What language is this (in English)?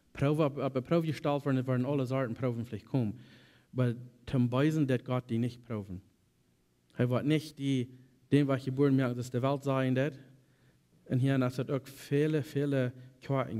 Plautdietsch